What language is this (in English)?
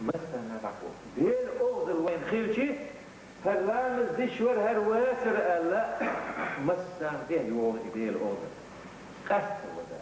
Chechen